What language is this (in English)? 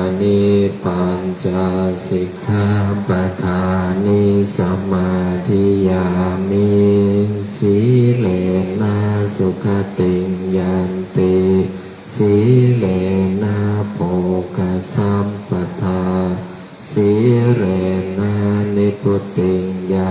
Pali